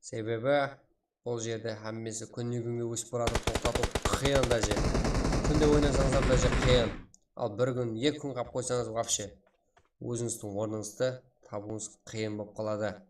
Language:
Kara-Kalpak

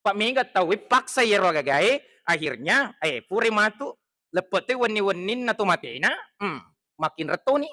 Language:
Buginese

